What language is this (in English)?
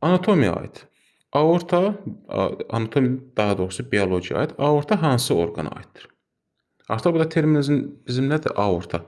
Azerbaijani